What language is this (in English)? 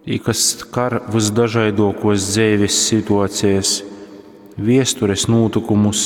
Latgalian